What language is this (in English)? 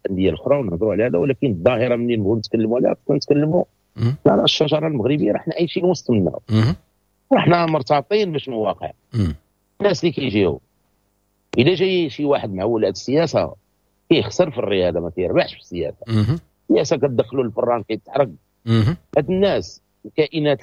Moroccan Arabic